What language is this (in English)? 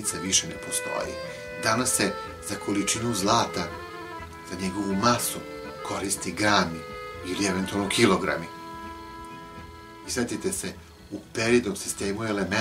Serbian